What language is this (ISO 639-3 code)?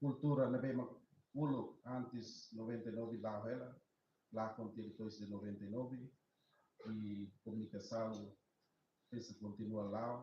tet